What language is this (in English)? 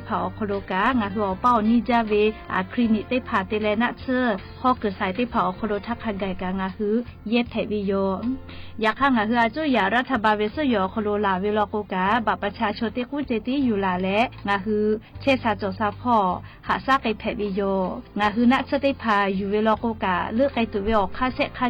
Lahu